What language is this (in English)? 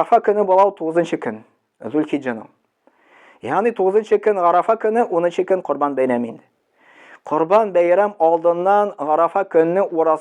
Tatar